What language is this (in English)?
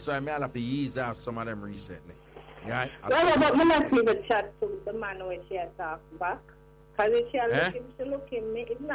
Jamaican Creole English